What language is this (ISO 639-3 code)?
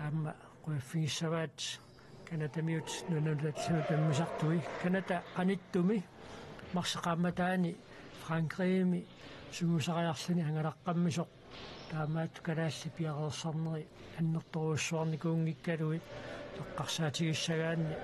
kal